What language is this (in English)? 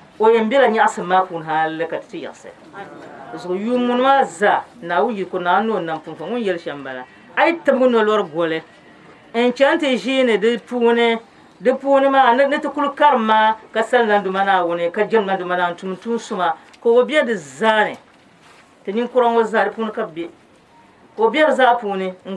Dagbani